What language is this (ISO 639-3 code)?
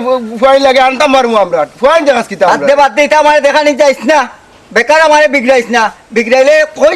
syl